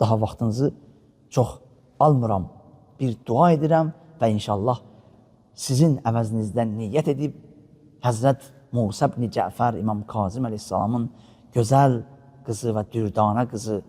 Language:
Azerbaijani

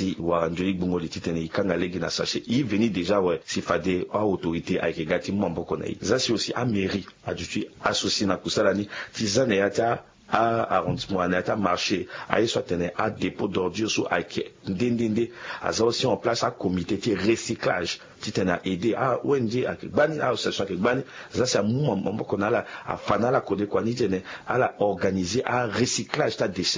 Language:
Sango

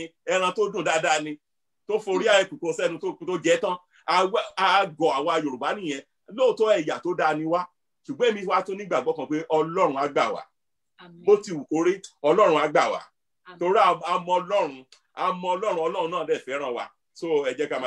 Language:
Yoruba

